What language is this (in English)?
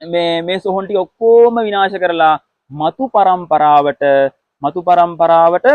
Sinhala